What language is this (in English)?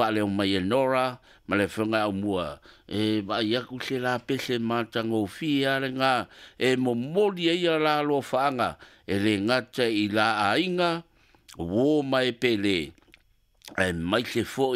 Samoan